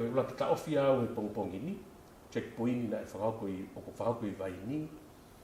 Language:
Tongan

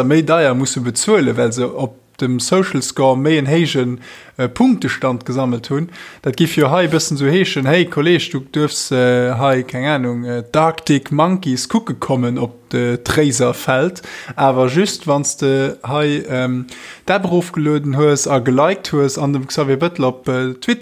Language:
Luxembourgish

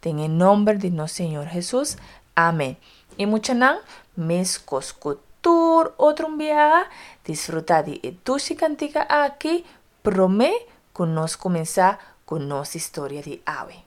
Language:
Papiamento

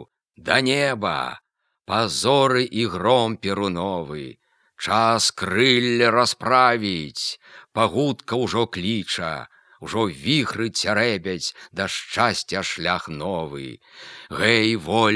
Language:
Belarusian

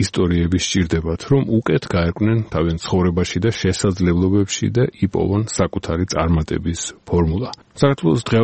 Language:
Georgian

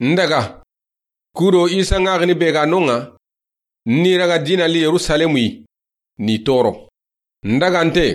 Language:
Soninke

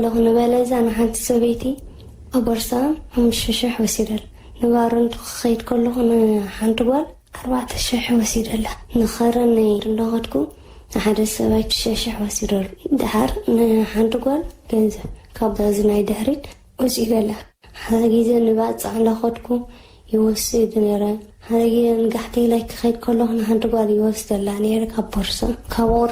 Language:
Tigrinya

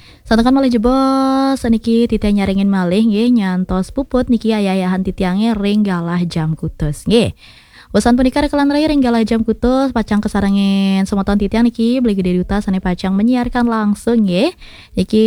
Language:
Balinese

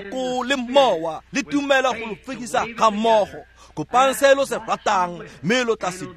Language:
Tswana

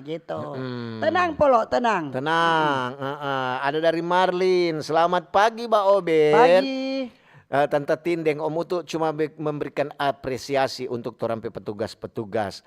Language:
Manado Malay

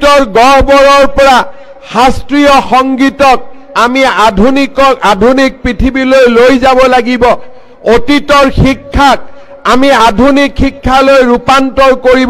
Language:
Assamese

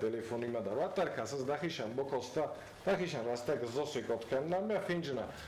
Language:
Ossetic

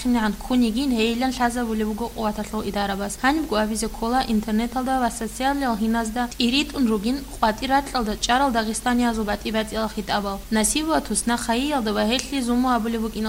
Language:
Avaric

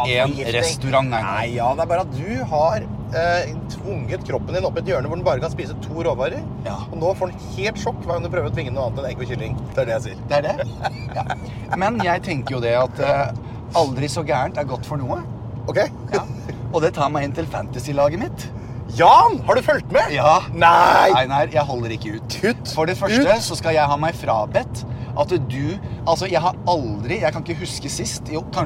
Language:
Norwegian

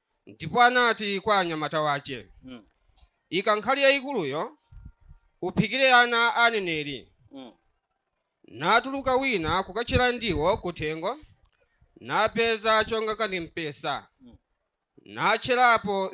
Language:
Nyanja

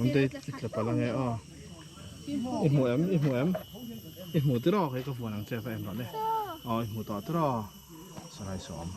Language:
Mizo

